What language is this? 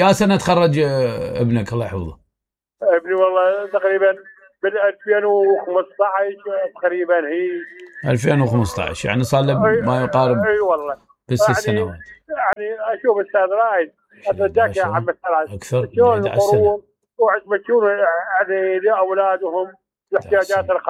Mesopotamian Arabic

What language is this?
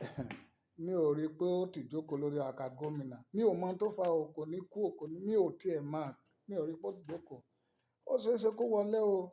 Yoruba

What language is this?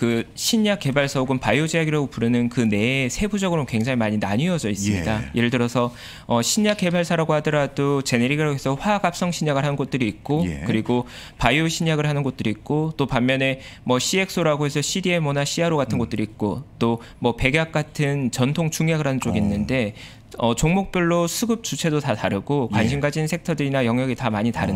Korean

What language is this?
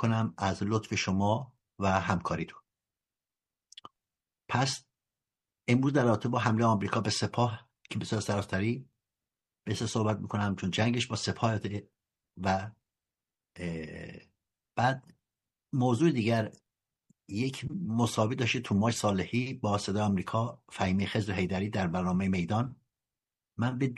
Persian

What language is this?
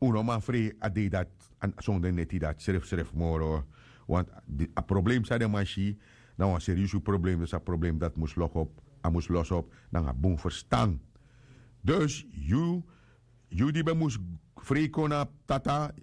Sranan Tongo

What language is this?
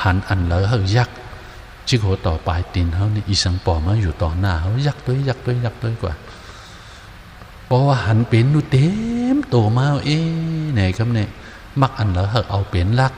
Shan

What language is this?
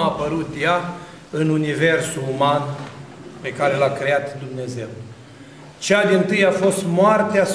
Romanian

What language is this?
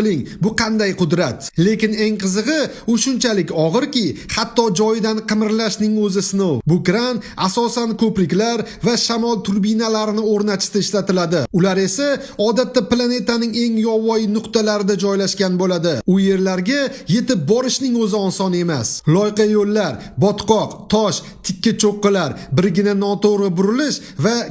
Uzbek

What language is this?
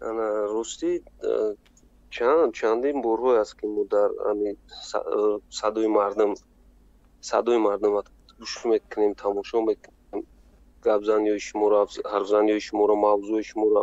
Tajik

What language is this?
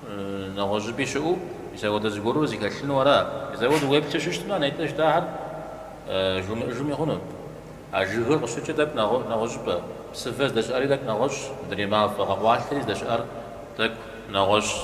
Kabardian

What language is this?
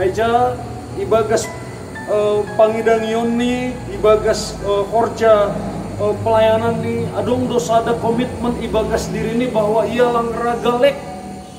Batak Simalungun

